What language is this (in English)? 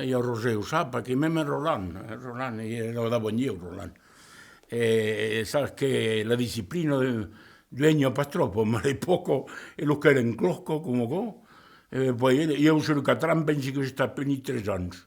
Occitan